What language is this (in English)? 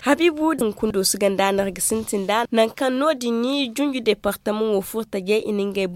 Zarma